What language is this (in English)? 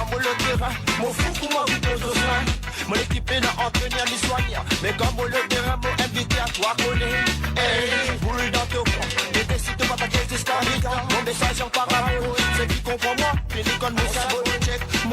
Morisyen